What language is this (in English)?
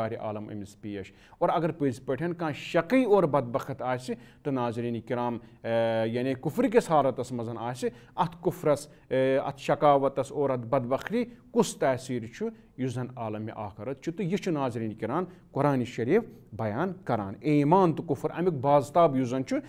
Kashmiri